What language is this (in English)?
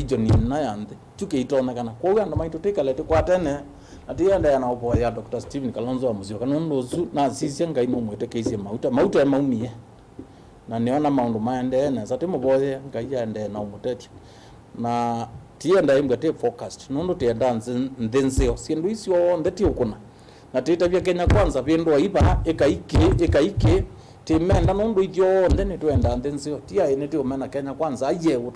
Kamba